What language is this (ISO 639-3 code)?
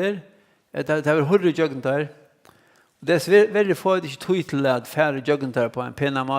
fao